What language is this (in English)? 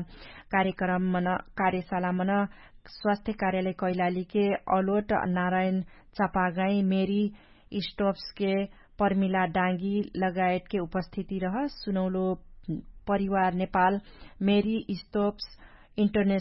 Dangaura Tharu